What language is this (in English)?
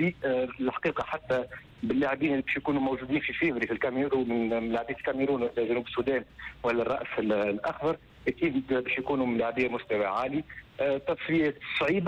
Tunisian Arabic